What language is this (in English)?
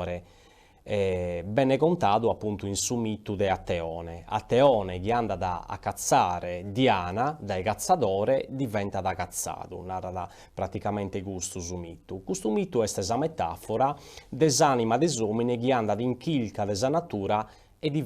Sardinian